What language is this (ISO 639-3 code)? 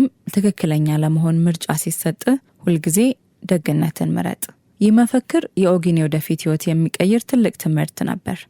amh